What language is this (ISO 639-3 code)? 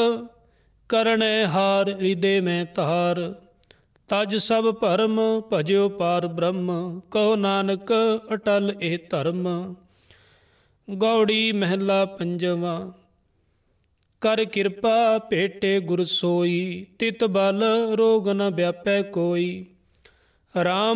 pan